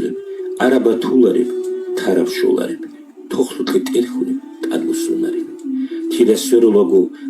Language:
Avaric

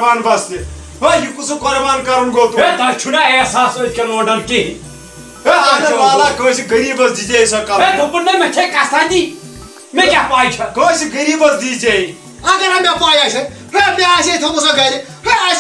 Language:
Kashmiri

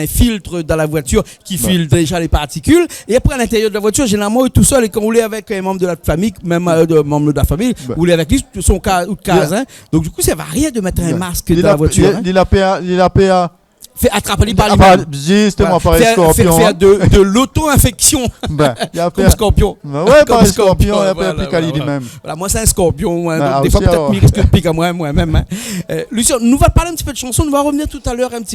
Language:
Réunion Creole French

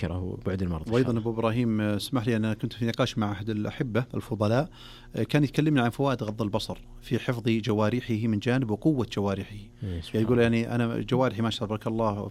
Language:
Arabic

